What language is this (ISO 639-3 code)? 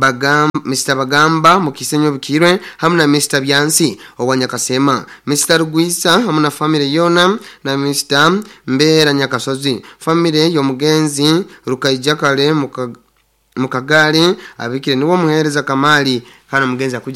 nyo